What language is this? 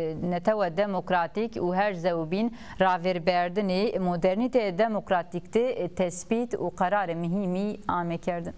Zaza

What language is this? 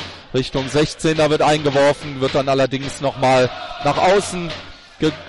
German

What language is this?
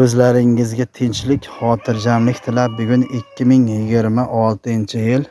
Uzbek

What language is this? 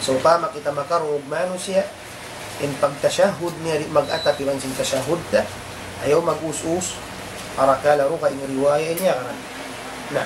Tausug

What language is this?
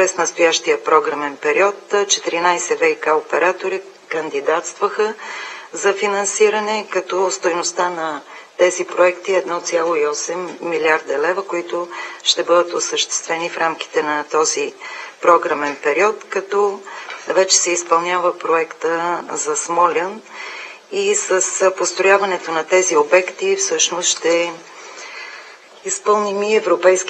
Bulgarian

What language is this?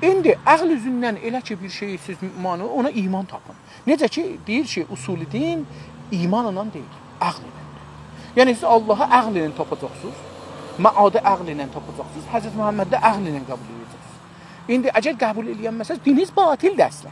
South Azerbaijani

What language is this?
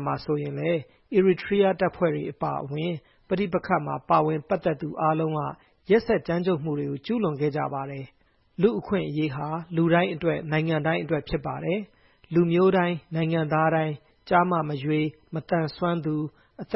Burmese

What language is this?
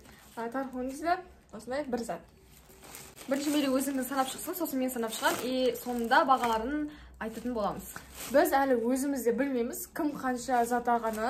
Kazakh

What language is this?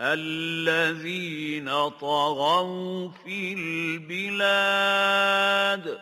Wolof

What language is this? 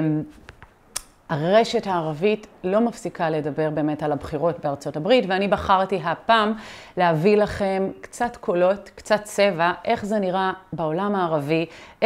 Hebrew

